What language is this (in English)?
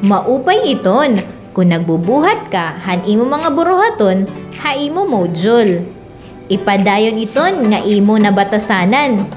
Waray